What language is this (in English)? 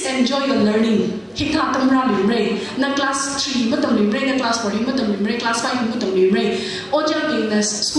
Tangkhul Naga (India)